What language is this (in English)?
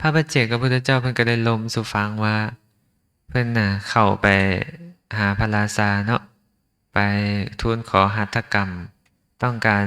Lao